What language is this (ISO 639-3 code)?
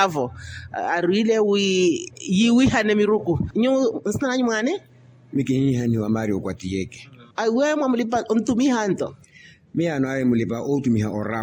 vmw